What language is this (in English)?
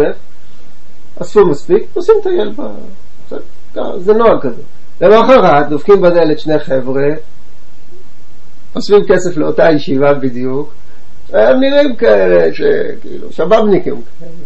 Hebrew